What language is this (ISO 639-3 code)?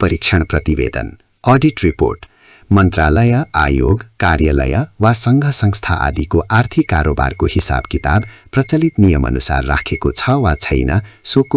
nep